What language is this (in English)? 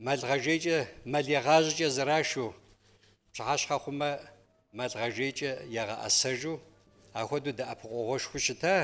Kabardian